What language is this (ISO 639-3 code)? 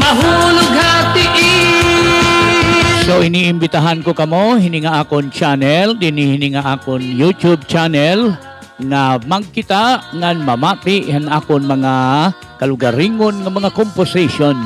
war